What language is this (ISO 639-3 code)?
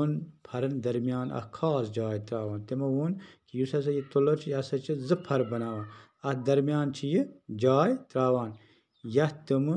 kas